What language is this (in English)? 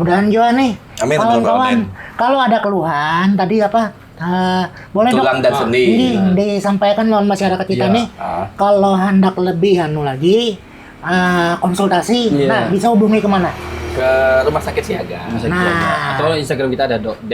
Banjar